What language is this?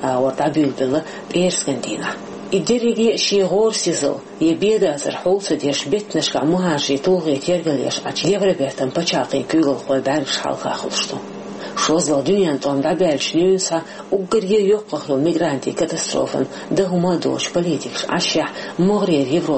Chechen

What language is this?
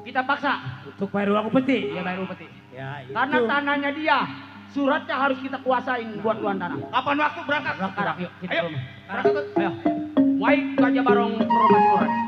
Betawi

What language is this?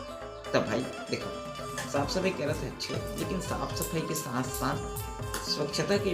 Chhattisgarhi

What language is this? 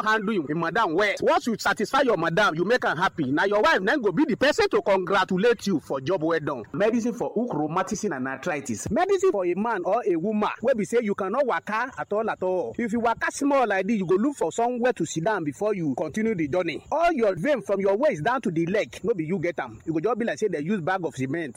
Nigerian Pidgin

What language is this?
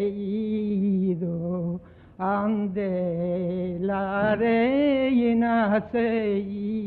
Ladino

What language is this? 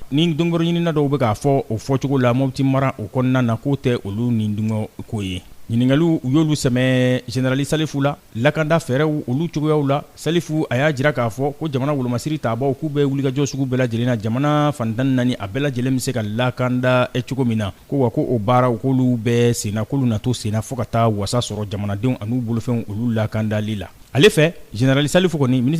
Bambara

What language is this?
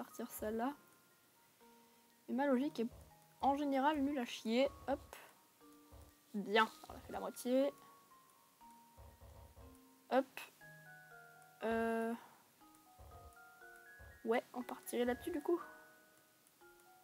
French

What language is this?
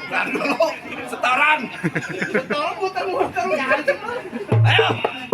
Betawi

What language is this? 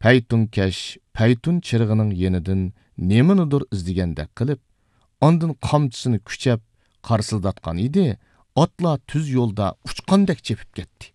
Uyghur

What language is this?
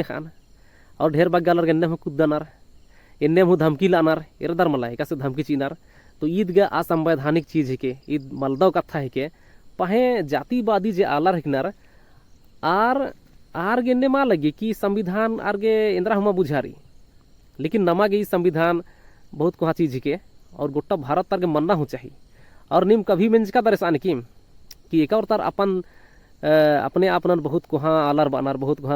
Kurukh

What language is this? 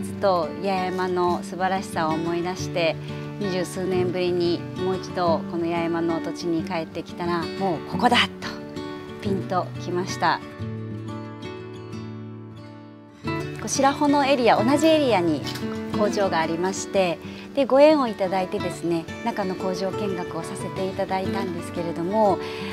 Japanese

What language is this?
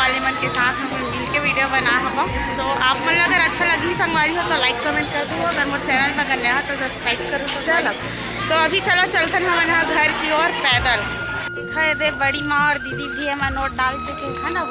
Chhattisgarhi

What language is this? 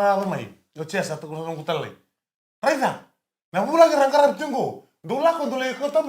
Fijian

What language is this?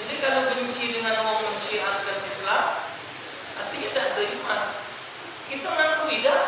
Musi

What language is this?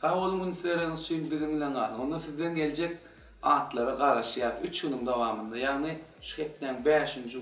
Turkmen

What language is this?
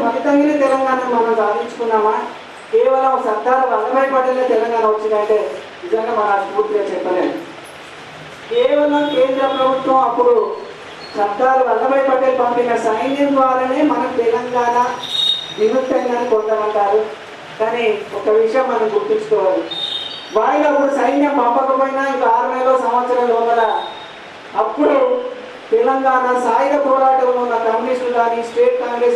Telugu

